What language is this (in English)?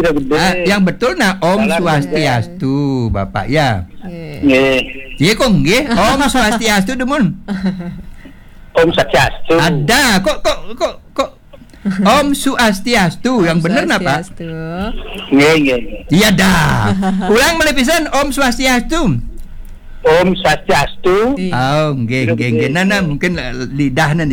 Balinese